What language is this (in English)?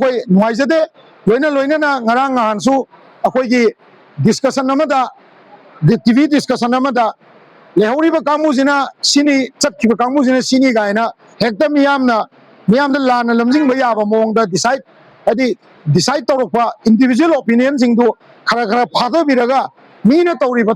Manipuri